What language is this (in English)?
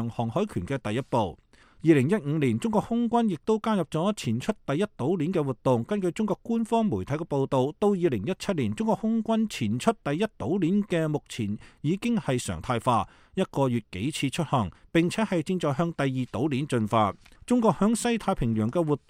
Cantonese